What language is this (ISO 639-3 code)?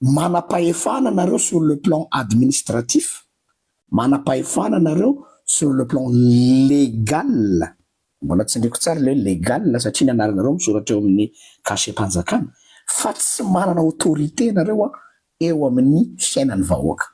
mlg